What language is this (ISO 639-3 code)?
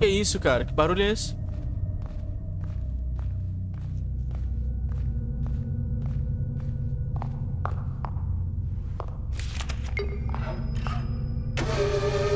por